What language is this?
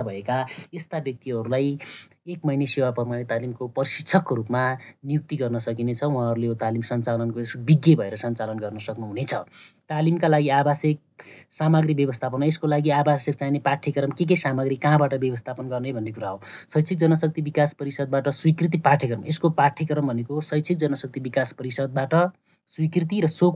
Nepali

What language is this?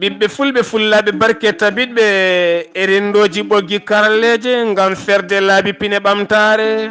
Fula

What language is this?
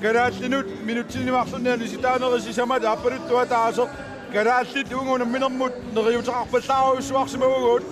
Kalaallisut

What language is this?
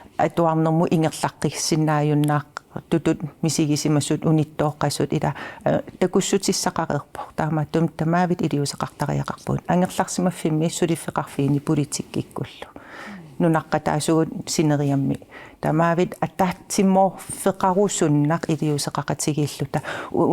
Kalaallisut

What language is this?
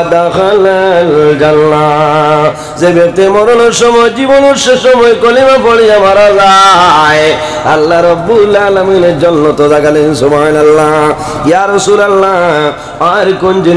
Sylheti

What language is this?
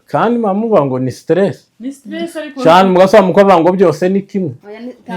Kinyarwanda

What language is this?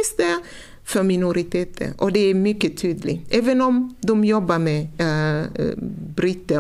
Swedish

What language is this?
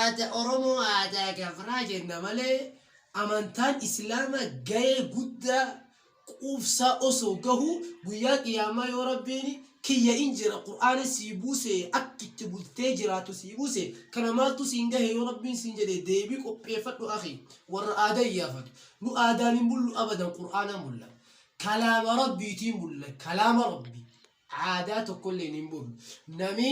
Oromo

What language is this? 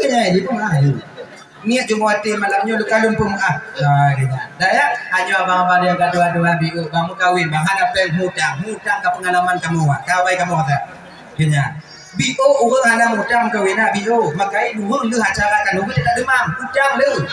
Achinese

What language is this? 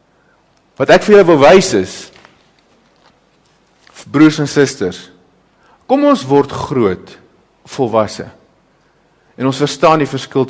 Afrikaans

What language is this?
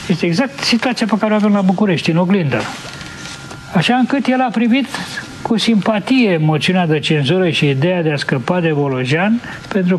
Romanian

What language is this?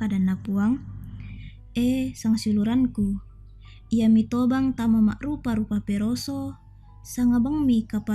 Toraja-Sa'dan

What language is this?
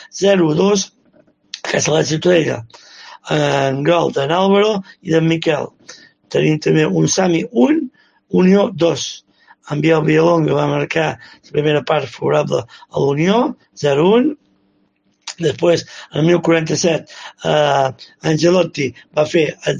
Catalan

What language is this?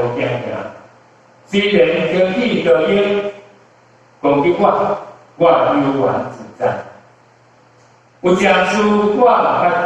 Min Nan Chinese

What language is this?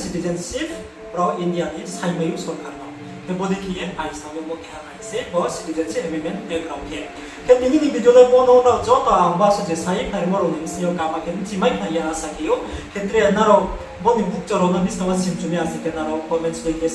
Riang (India)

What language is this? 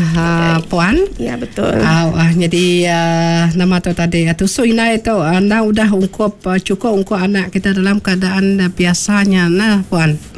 Iban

